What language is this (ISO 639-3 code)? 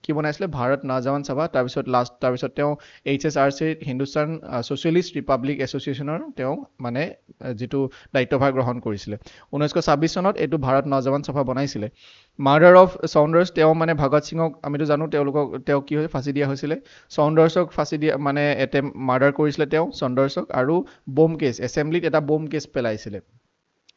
asm